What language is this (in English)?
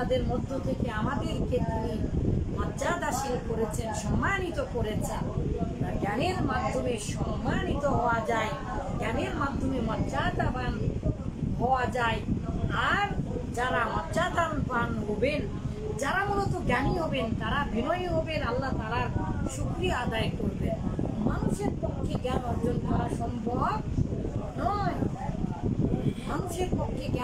Bangla